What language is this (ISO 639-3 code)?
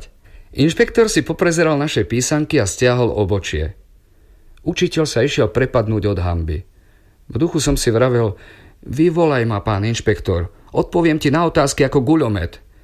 slk